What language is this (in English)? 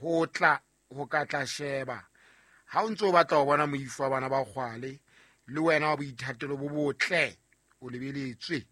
Southern Sotho